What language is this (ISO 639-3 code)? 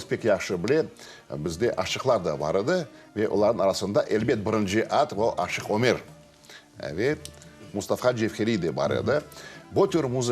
crh